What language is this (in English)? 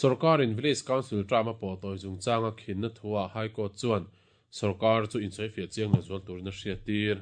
Mizo